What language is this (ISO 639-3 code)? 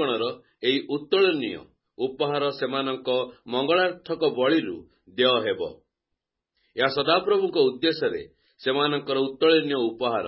ori